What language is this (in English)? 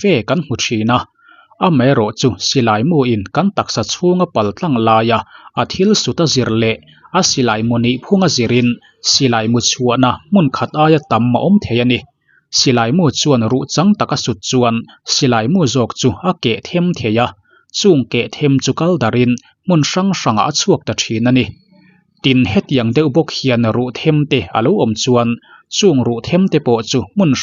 Mizo